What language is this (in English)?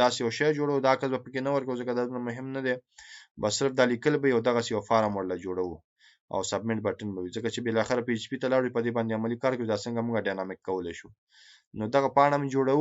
Pashto